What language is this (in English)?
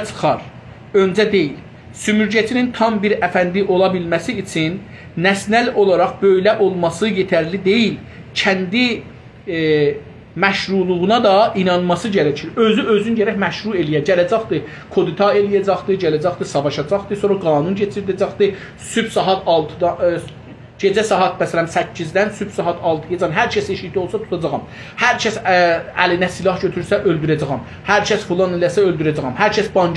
South Azerbaijani